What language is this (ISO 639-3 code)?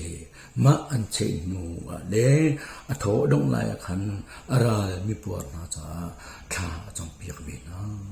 cnh